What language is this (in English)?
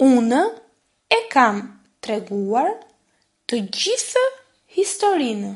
Albanian